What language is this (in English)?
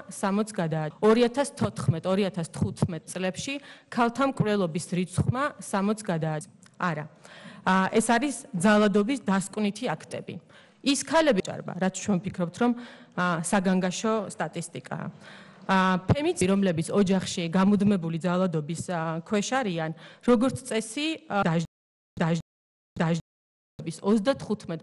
Georgian